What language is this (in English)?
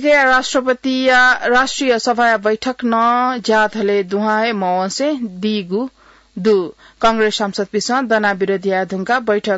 Newari